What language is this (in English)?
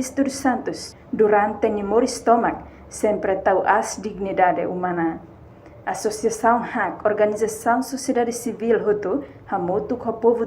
Tetum